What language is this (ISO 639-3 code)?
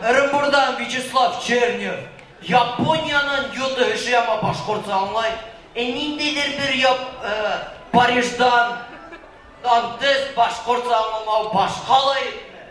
bak